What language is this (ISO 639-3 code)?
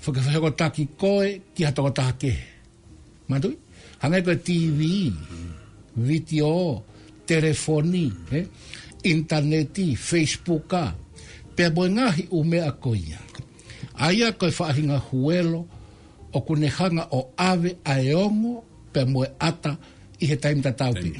ton